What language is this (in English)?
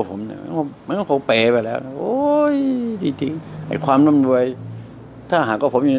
Thai